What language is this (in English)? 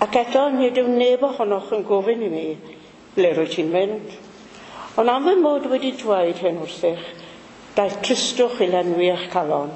Welsh